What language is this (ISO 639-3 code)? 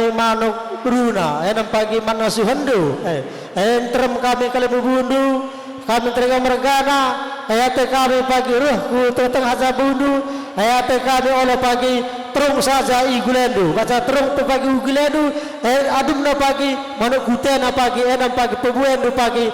btx